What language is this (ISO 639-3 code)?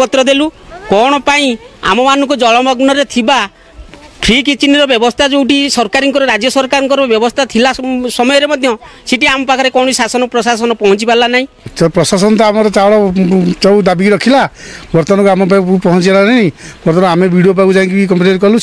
ori